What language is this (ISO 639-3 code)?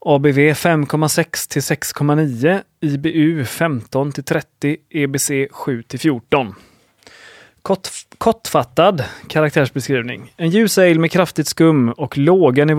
swe